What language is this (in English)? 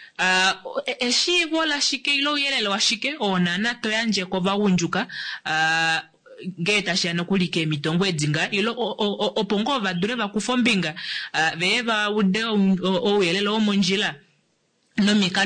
Kuanyama